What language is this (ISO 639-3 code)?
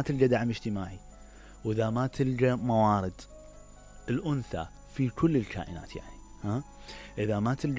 acm